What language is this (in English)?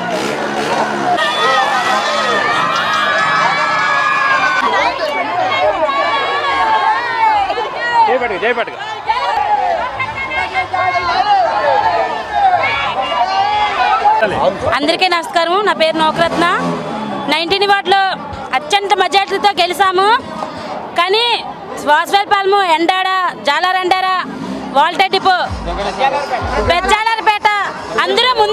Telugu